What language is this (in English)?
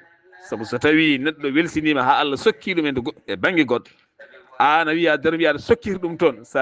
Fula